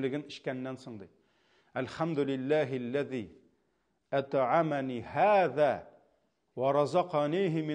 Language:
Tatar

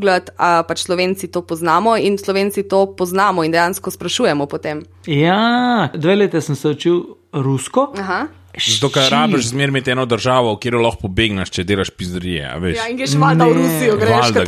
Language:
Slovenian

